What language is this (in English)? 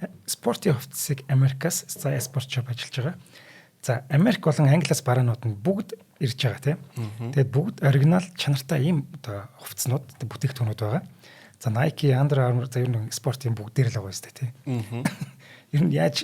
Mongolian